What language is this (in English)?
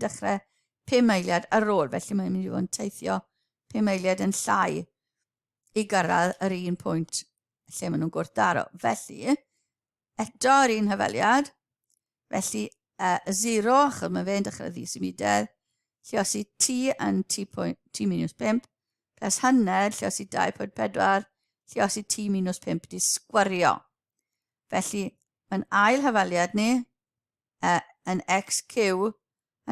Welsh